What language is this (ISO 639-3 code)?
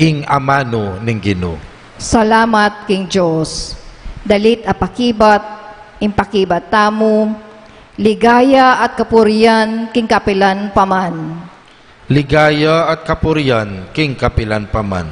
pam